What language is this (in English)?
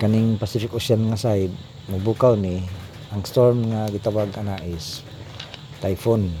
Cebuano